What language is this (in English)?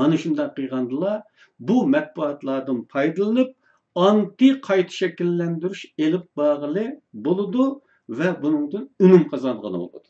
Uyghur